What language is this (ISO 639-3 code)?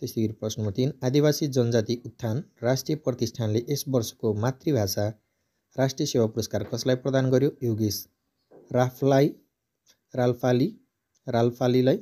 nep